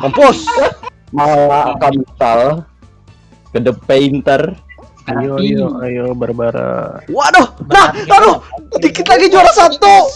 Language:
Banjar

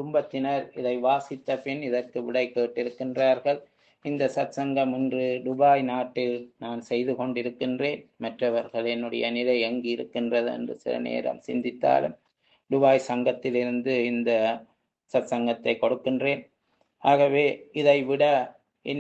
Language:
Tamil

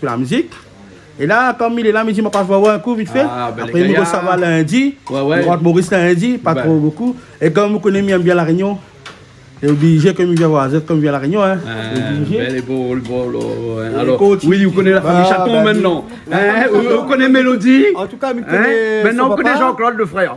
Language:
Réunion Creole French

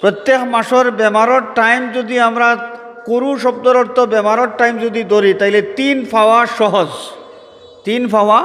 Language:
Sylheti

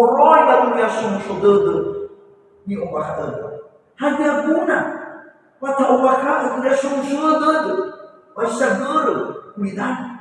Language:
Nias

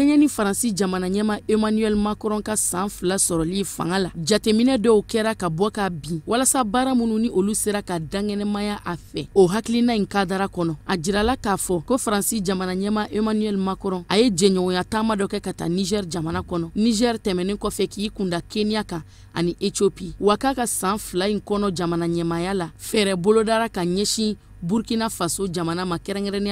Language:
Bambara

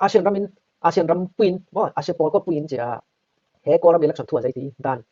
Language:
Falam Chin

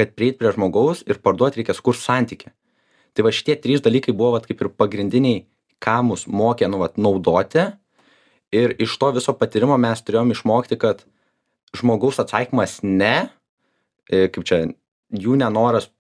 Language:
Lithuanian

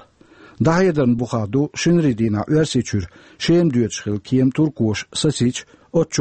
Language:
Chechen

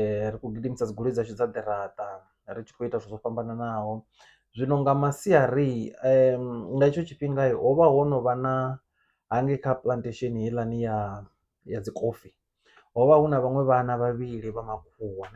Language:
Venda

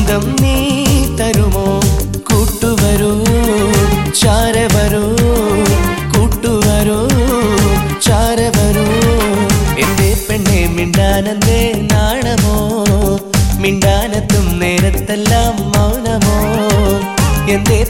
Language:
Malayalam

